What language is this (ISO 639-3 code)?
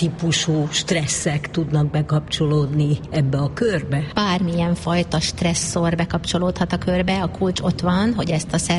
hun